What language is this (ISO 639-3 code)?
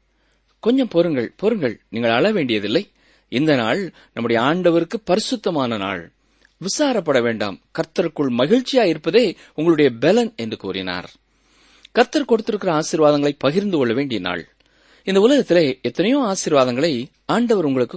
tam